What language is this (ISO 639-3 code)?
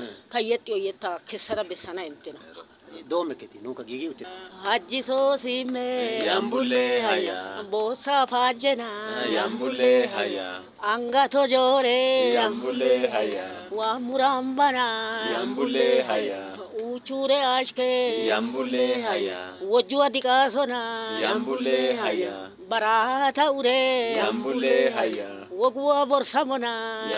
wal